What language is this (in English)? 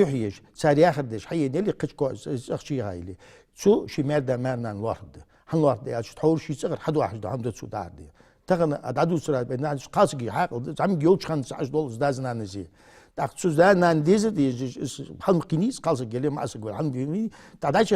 Ingush